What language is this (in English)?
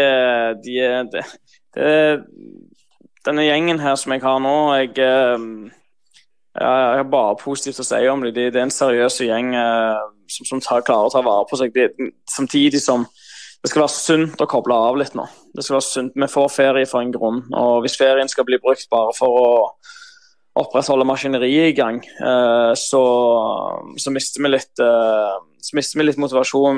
Norwegian